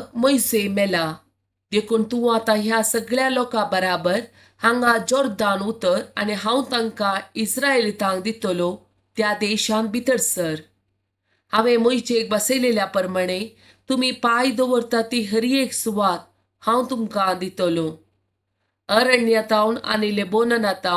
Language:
Konkani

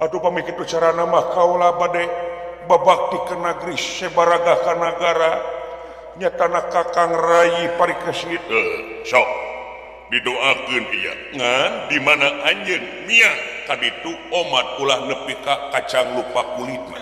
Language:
Sundanese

